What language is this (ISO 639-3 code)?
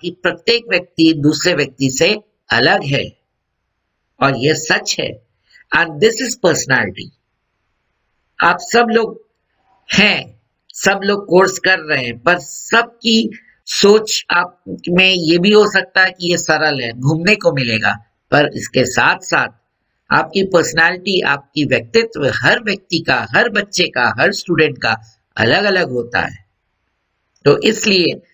hin